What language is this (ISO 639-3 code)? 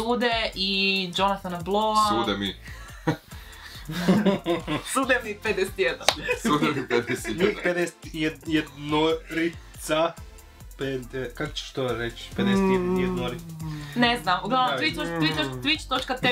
hrv